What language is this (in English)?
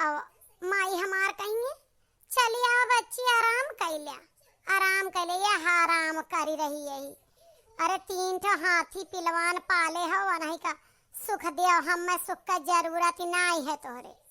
Awadhi